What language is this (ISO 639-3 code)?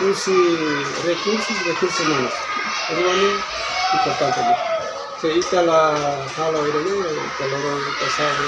tet